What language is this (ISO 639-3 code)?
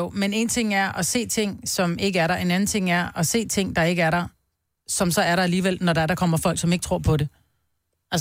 dan